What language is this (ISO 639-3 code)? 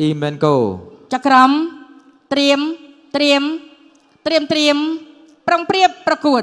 khm